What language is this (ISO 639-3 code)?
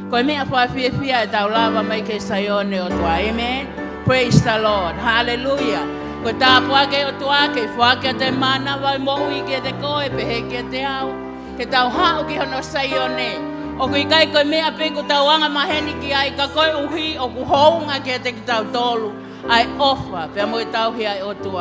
ton